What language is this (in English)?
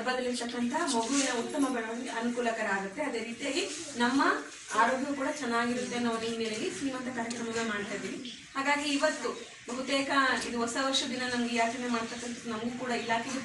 Kannada